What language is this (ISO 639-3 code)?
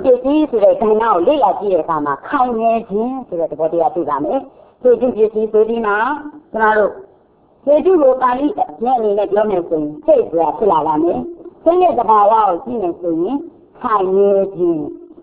mya